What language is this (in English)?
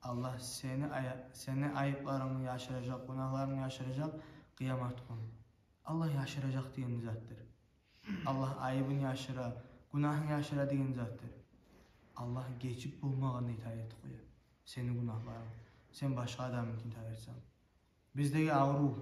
Kumyk